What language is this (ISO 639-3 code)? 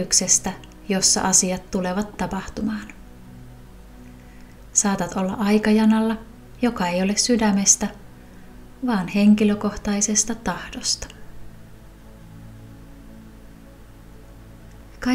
fin